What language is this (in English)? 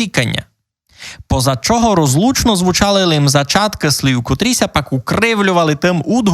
Rusyn